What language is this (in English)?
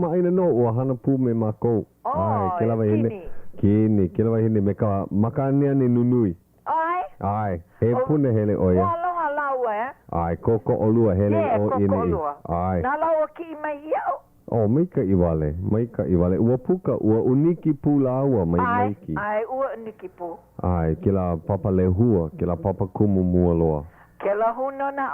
Hawaiian